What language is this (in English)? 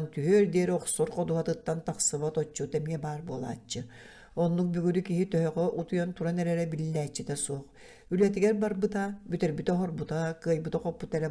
Yakut